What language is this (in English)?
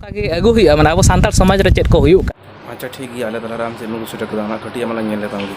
Santali